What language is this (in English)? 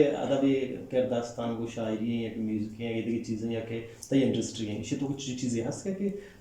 Eastern Balochi